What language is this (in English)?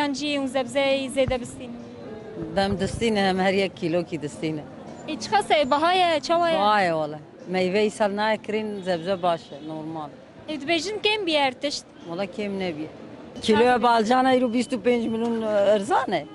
Kurdish